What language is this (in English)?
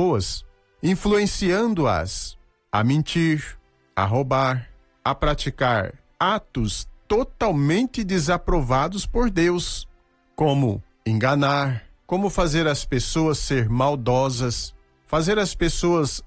Portuguese